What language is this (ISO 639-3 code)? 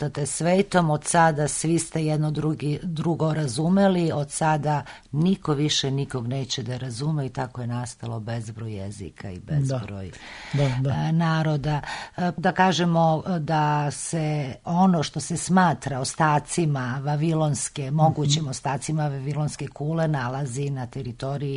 srp